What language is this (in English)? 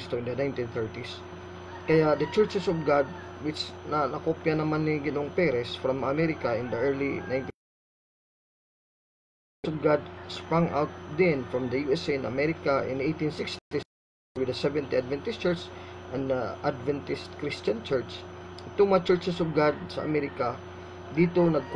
Filipino